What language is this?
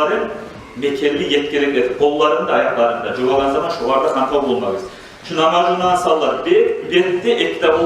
Kumyk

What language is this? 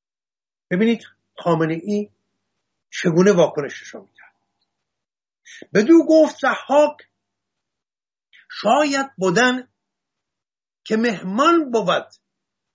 Persian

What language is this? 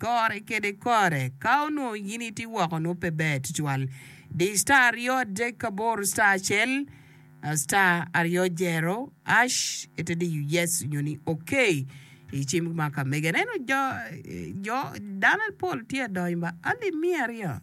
Acoli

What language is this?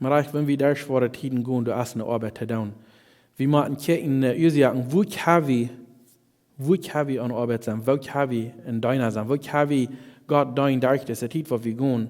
Plautdietsch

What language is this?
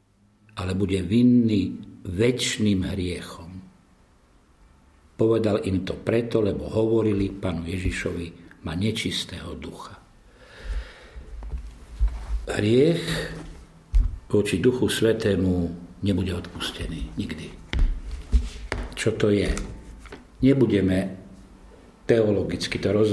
Slovak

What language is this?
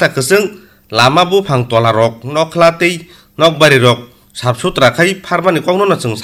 Kok Borok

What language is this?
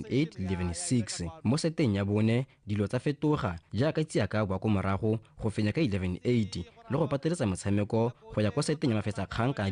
Tswana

